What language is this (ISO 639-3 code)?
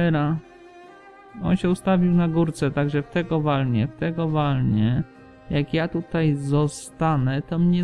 pol